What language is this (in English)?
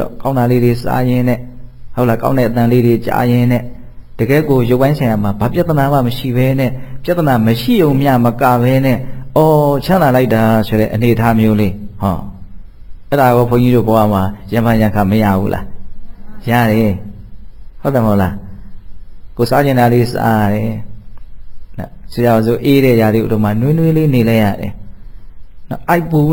Burmese